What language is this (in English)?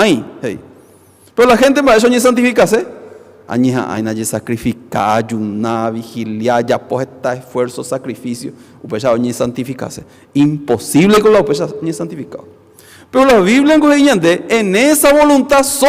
Guarani